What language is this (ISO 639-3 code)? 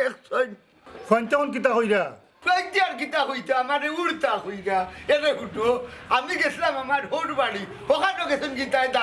syl